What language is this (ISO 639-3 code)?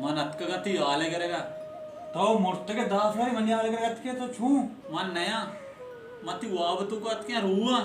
bal